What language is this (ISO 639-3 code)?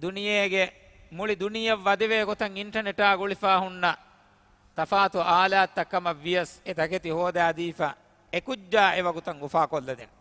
div